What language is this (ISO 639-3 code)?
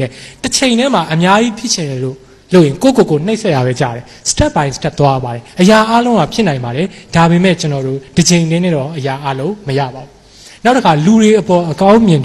mya